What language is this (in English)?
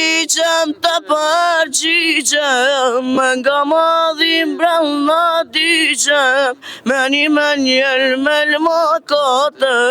Albanian